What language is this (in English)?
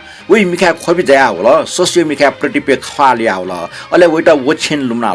Newari